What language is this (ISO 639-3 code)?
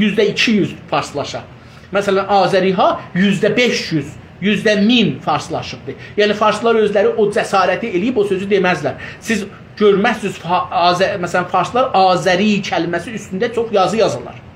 azb